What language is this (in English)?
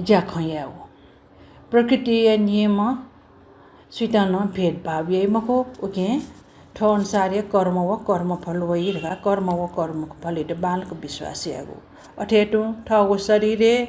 Newari